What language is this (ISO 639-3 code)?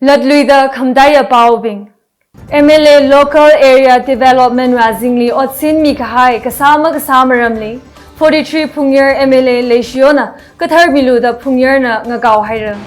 nmf